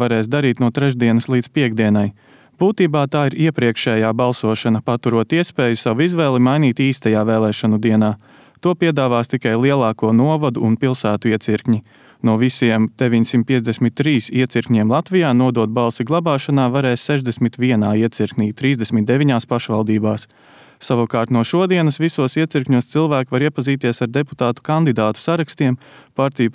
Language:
Latvian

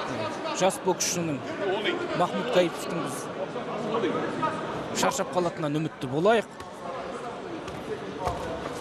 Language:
Kazakh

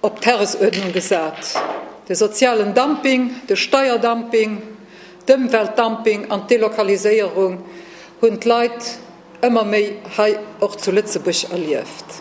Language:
Luxembourgish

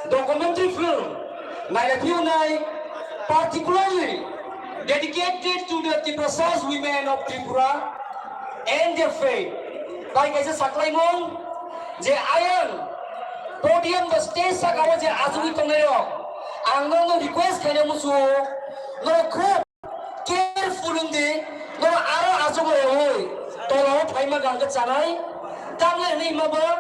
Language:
Kok Borok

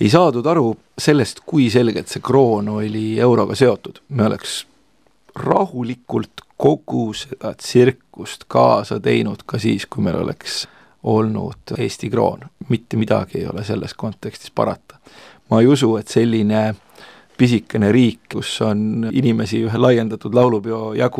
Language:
Estonian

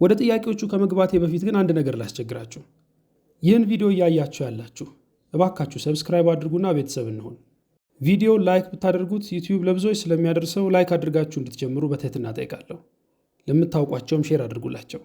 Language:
Amharic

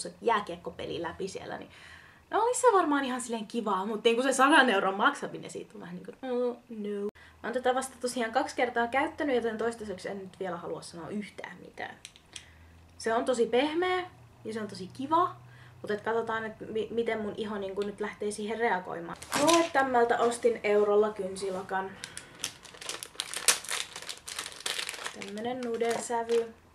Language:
Finnish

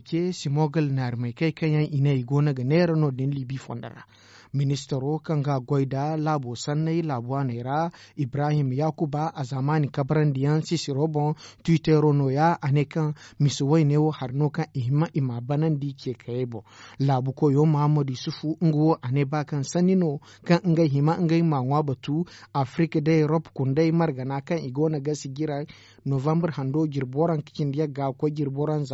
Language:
Zarma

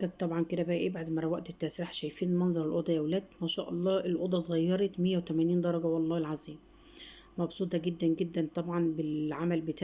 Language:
Egyptian Arabic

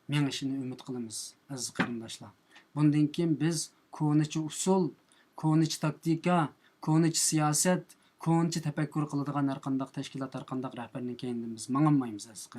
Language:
Uyghur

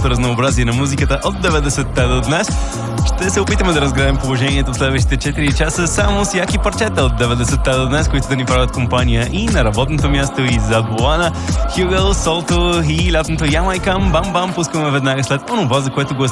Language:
Bulgarian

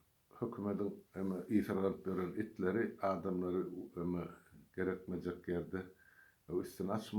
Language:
Turkmen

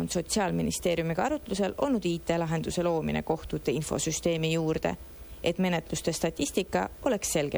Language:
Estonian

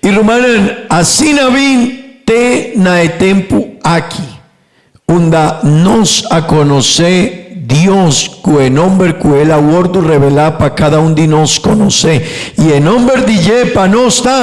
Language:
Papiamento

